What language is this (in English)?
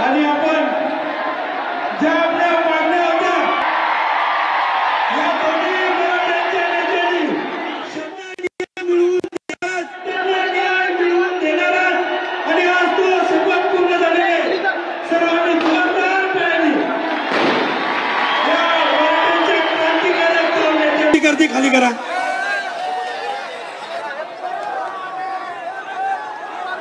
Marathi